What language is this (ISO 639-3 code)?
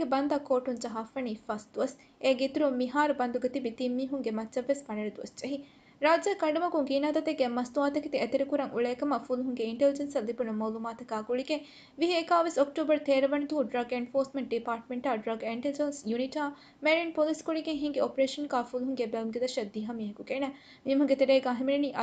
div